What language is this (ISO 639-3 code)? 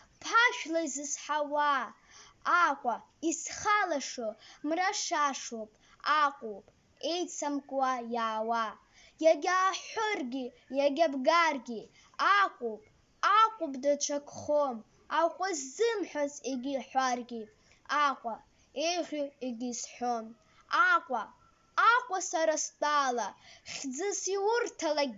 abk